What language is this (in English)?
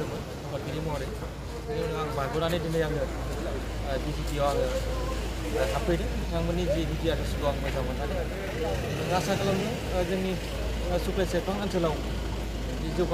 Bodo